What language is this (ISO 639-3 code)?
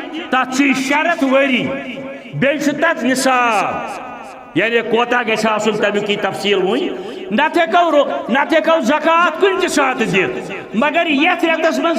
kas